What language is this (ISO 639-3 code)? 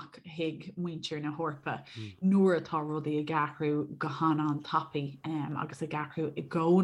gle